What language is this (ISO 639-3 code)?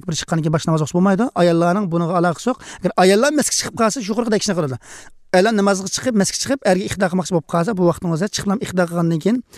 uig